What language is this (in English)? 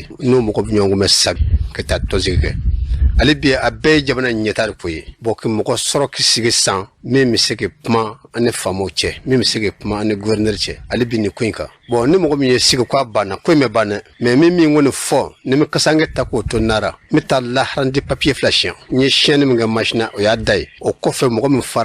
Bambara